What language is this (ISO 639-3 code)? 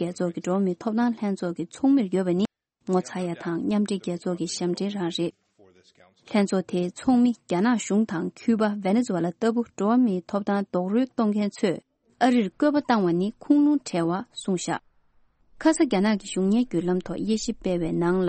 bod